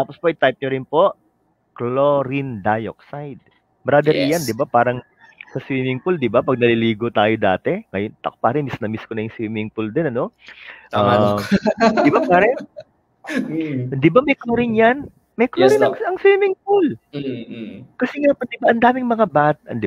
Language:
Filipino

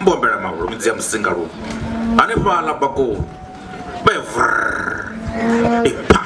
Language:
Venda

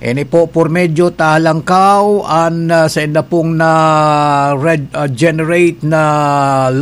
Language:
Bikol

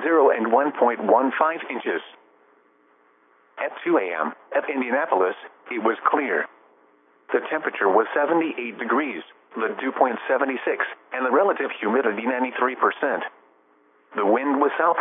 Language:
English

